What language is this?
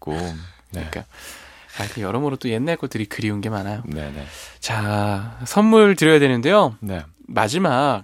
Korean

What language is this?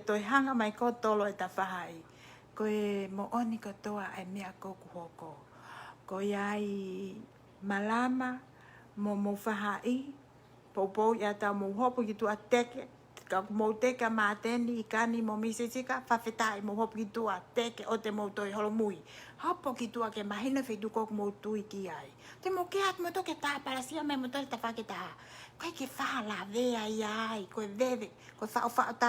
Tongan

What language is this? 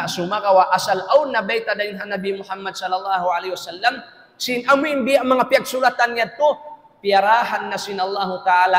Tausug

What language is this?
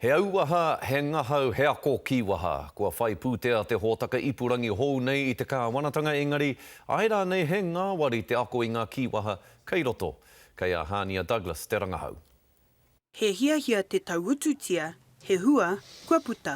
Māori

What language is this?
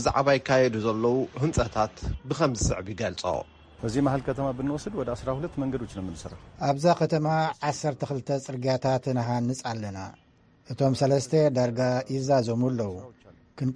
Tigrinya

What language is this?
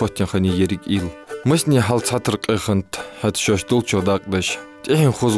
Ingush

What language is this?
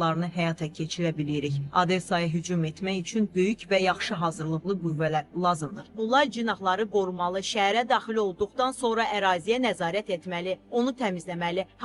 Azerbaijani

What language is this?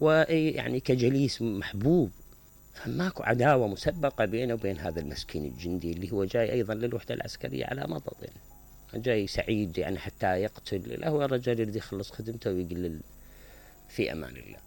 Mesopotamian Arabic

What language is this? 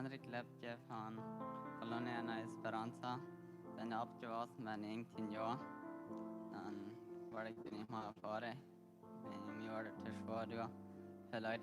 Plautdietsch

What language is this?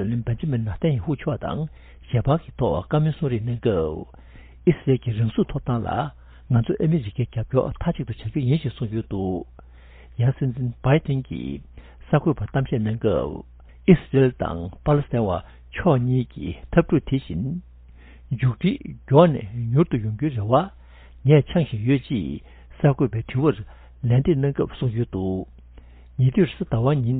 Tibetan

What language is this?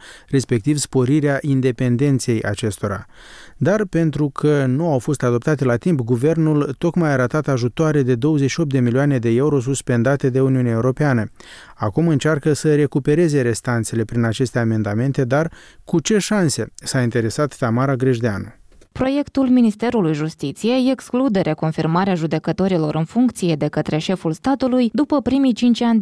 Romanian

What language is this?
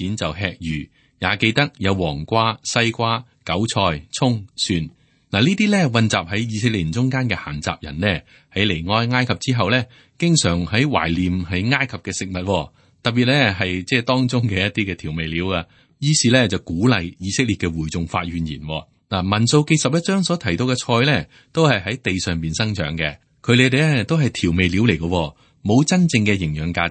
Cantonese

